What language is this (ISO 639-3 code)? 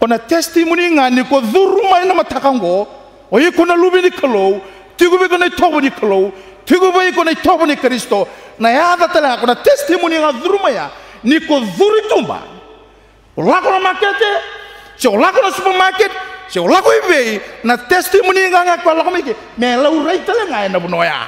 fij